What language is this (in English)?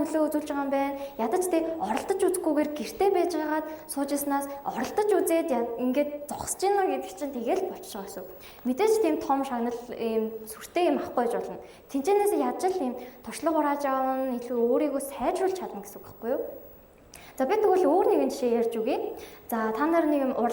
Mongolian